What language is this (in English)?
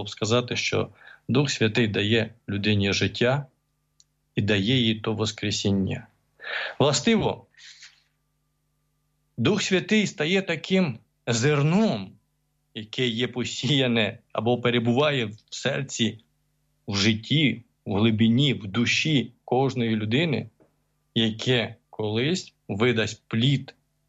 Ukrainian